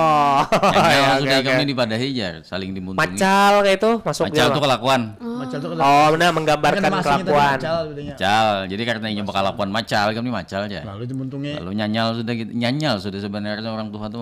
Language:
Banjar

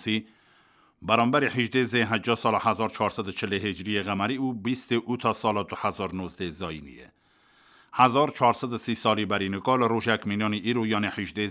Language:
Kurdish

